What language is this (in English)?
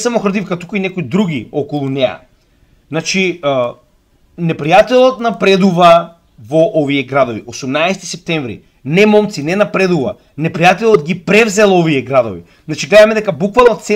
Macedonian